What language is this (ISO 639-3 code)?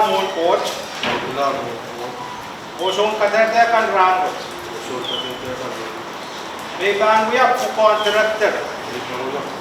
pon